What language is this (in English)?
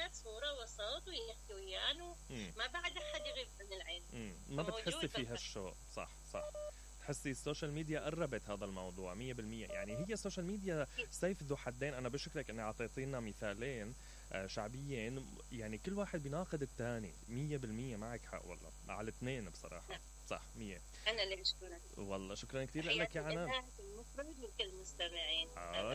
Mesopotamian Arabic